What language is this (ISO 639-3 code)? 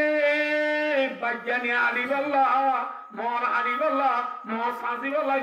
rhg